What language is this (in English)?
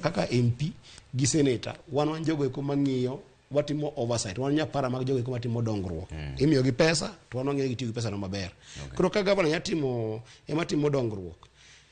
Luo (Kenya and Tanzania)